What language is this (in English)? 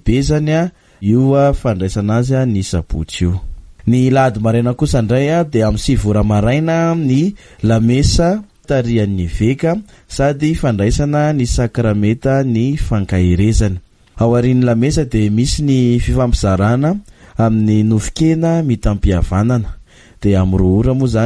Malagasy